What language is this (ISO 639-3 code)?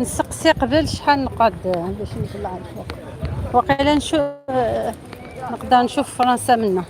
arq